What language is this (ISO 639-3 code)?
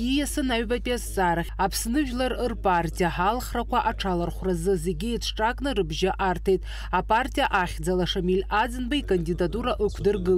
abk